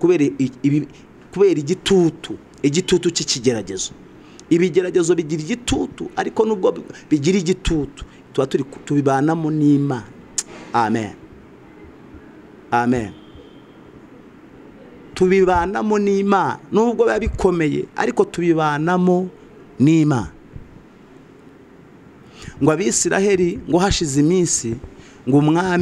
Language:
Kinyarwanda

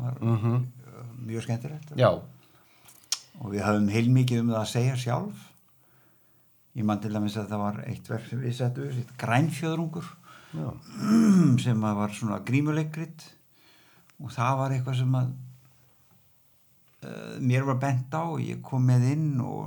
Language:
Icelandic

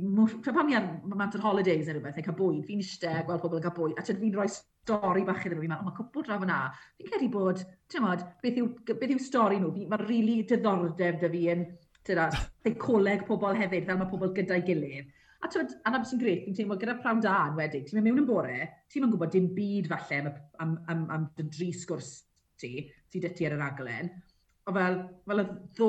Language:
Welsh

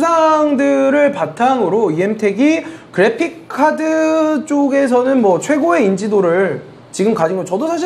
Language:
Korean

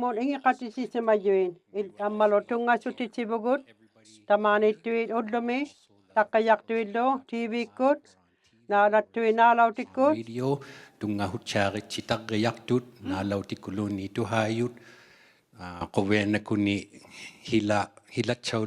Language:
Inuktitut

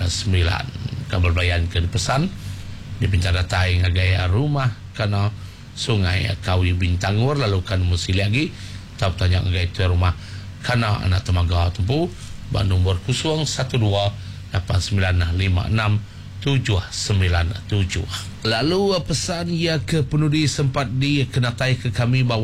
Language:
Iban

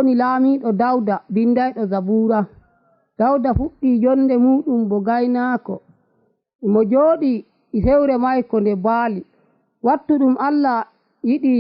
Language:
Nigerian Fulfulde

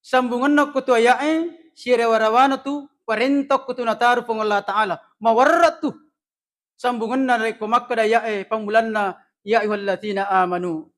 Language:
Buginese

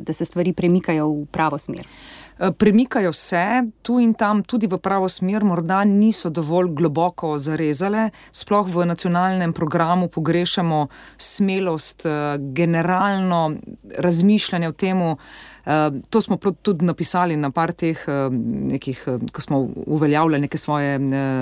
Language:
Slovenian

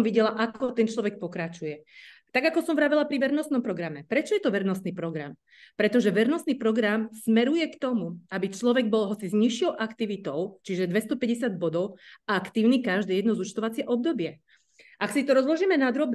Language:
Slovak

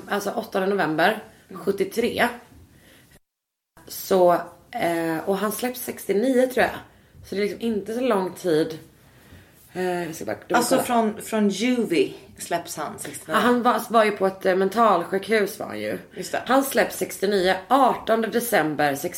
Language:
Swedish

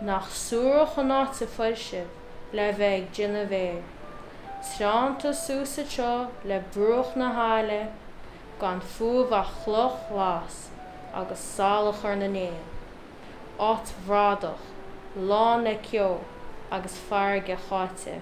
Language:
Irish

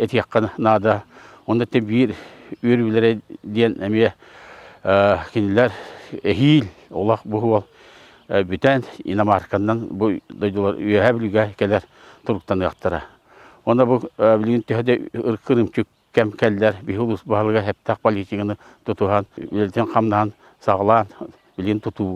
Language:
Yakut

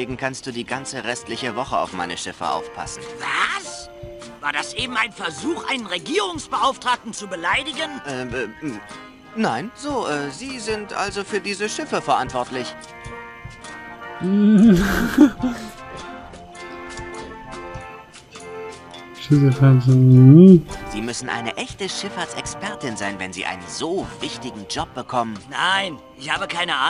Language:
German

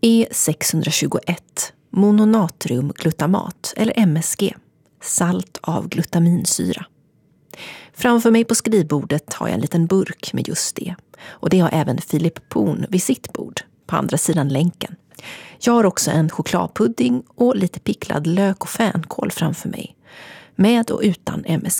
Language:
Swedish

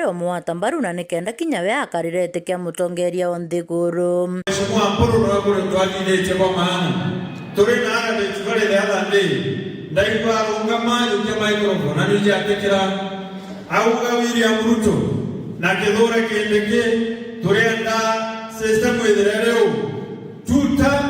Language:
Meru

